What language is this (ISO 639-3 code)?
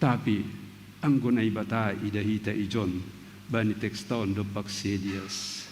bts